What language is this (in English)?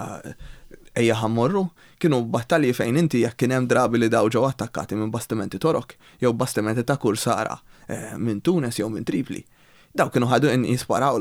Maltese